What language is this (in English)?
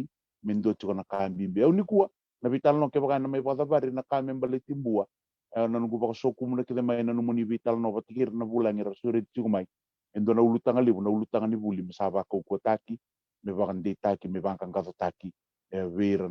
Fijian